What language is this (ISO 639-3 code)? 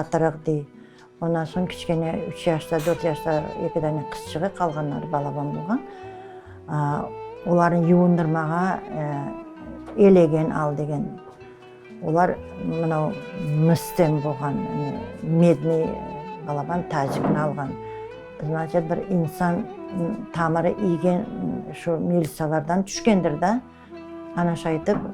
crh